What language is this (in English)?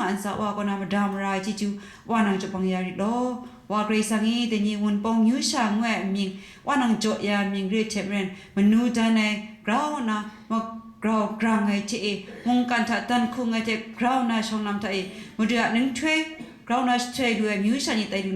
Kachin